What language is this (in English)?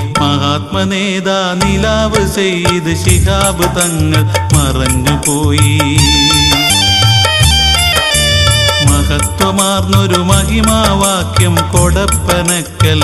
Malayalam